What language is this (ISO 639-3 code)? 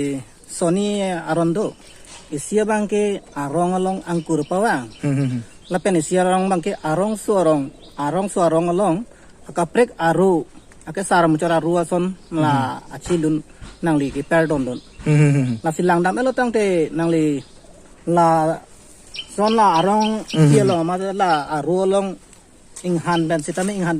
mjw